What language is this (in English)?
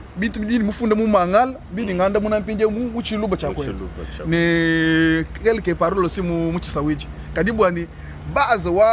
Luba-Lulua